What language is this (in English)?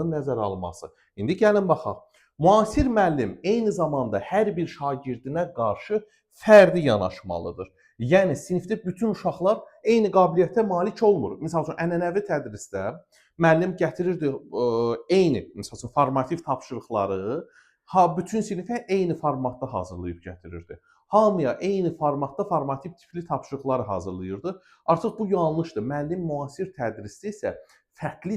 Azerbaijani